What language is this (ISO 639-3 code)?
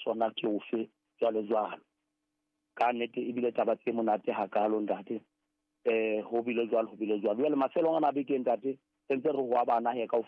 sot